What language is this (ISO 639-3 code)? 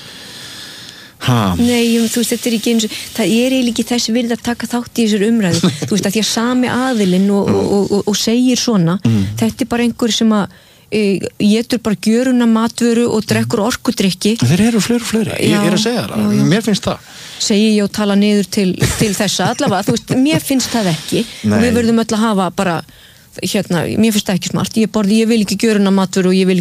isl